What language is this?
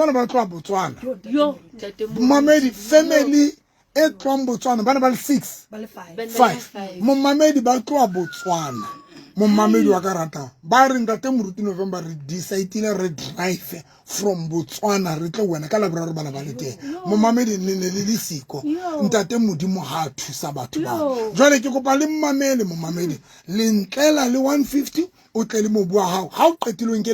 Southern Sotho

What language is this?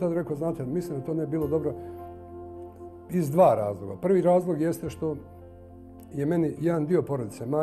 Bosnian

